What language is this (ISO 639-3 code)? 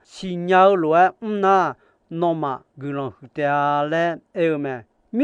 ahk